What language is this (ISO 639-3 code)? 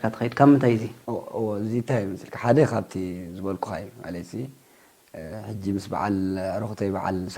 tir